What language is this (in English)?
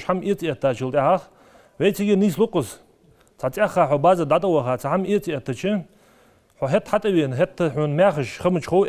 Ingush